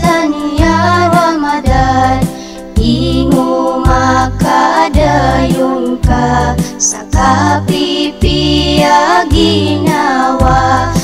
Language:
Maranao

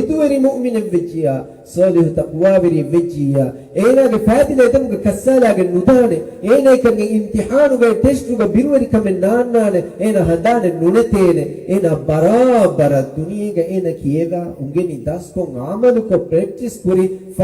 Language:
Divehi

